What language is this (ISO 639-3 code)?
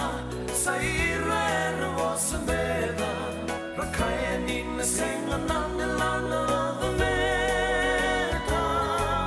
fij